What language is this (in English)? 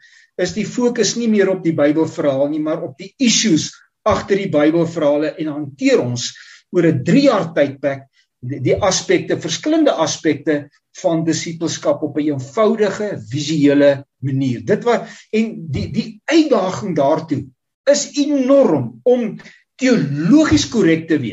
Afrikaans